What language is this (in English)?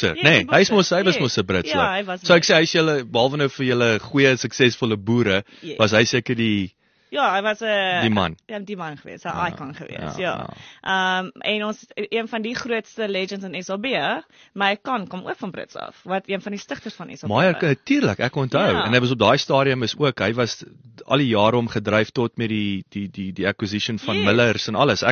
Afrikaans